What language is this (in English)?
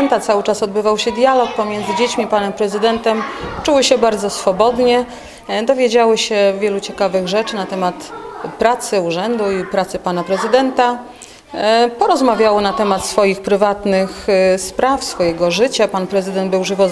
Polish